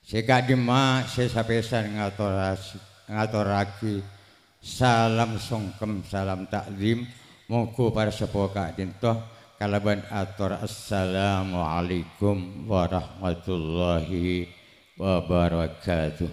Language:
Madurese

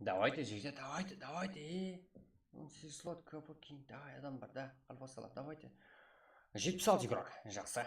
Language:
Kara-Kalpak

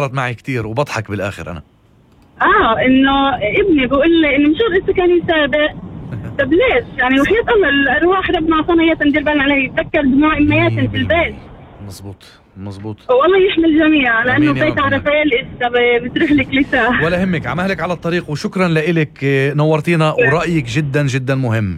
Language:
North Levantine Arabic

